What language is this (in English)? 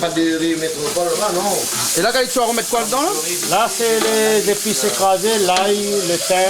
Réunion Creole French